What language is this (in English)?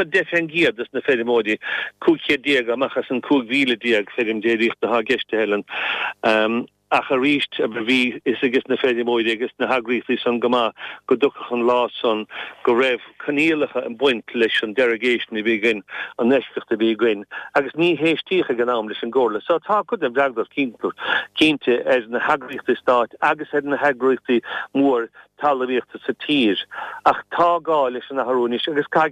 Irish